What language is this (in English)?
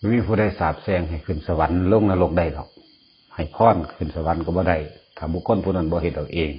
Northeastern Thai